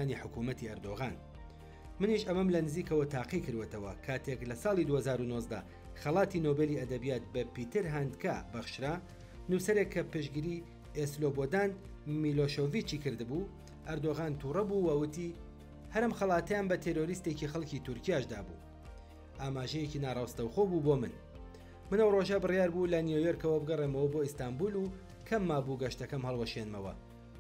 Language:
Central Kurdish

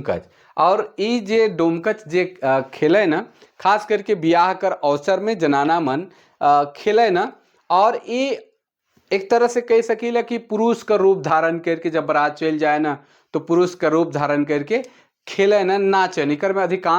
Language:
Sadri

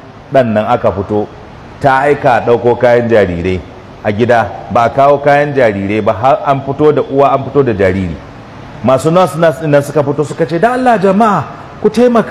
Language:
Hausa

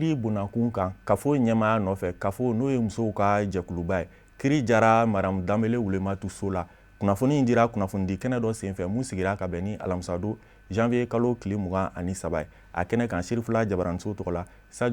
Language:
Bambara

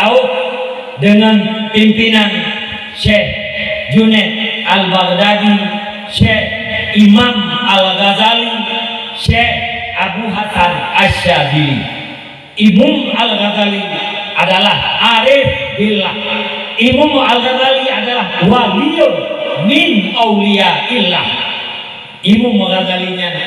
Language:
Achinese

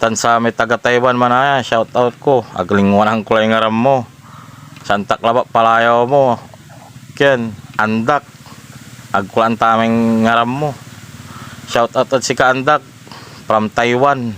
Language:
Pangasinan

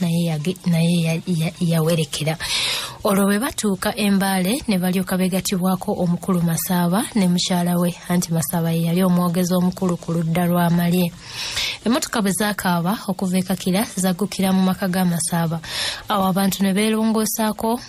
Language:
Ganda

